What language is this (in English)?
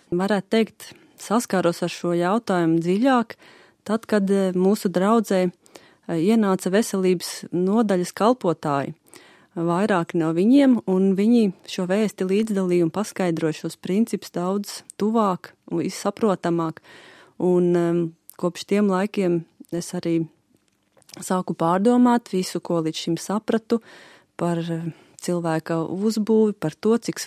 Latvian